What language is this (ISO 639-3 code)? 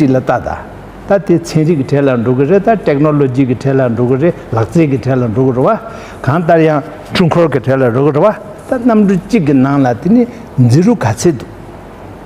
bod